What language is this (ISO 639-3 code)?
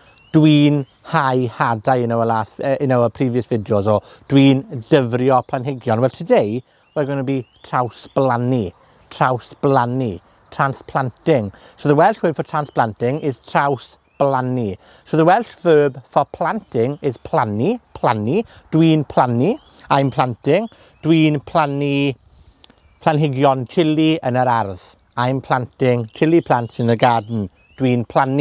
cym